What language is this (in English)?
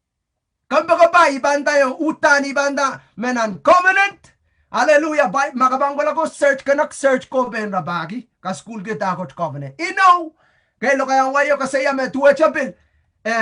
Pohnpeian